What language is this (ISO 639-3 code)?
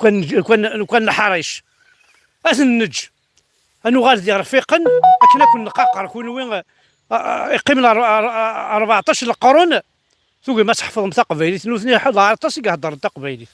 kab